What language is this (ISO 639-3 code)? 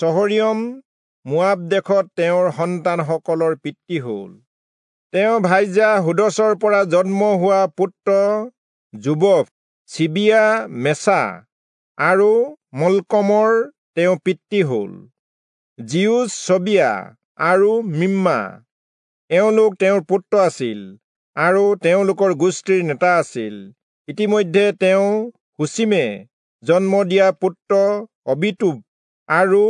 asm